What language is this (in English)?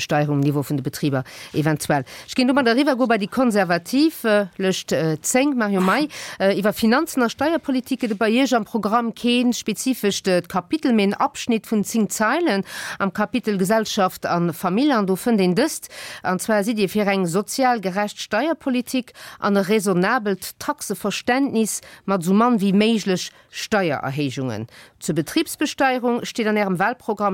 Luxembourgish